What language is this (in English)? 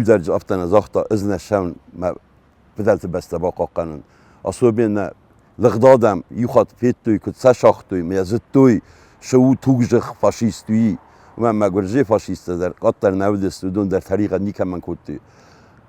Ossetic